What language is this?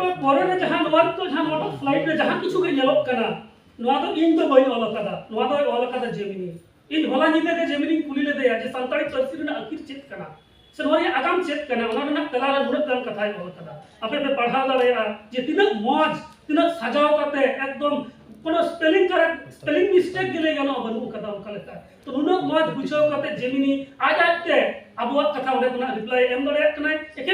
Santali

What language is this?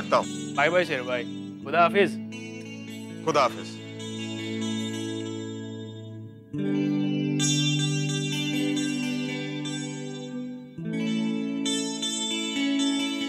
Hindi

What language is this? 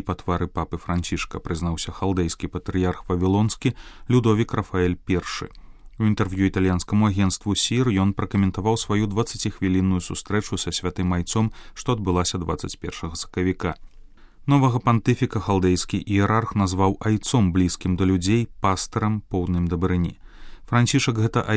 Belarusian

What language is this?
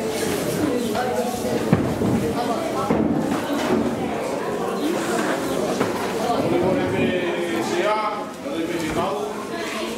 Tongan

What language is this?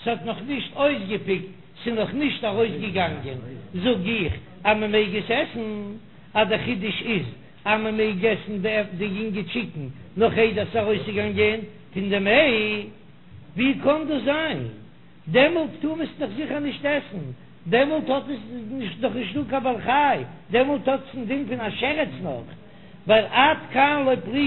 Yiddish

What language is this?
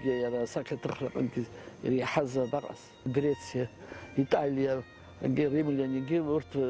Abkhazian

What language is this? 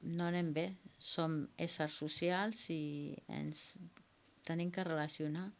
Catalan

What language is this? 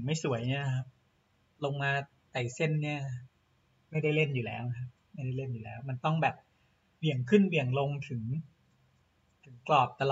Thai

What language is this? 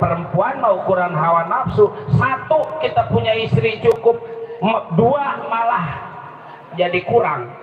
Betawi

